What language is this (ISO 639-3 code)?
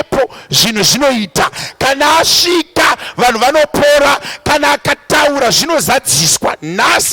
sna